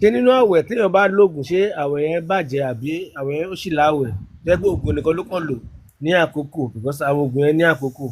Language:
Yoruba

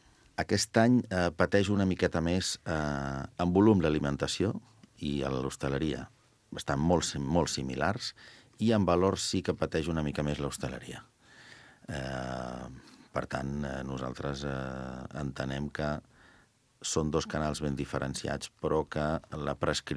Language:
Catalan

